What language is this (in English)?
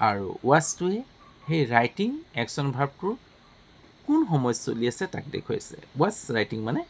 Assamese